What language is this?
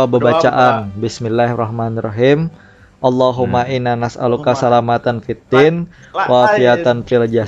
Banjar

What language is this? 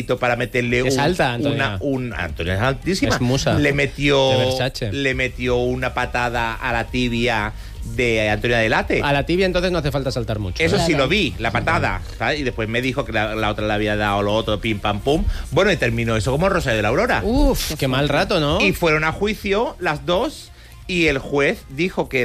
Spanish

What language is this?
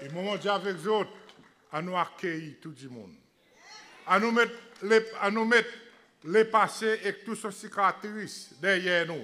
Seselwa Creole French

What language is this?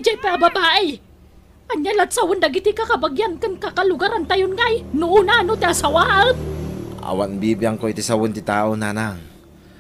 Iloko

